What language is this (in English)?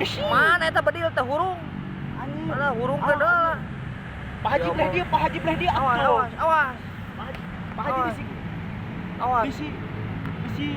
Sundanese